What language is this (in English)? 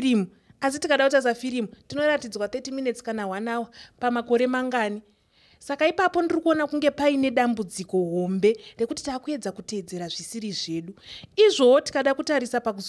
Shona